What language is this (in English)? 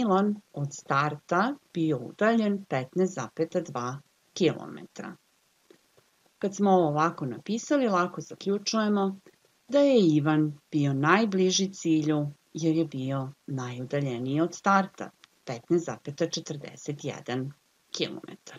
Serbian